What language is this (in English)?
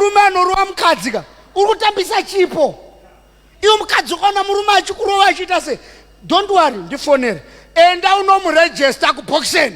Shona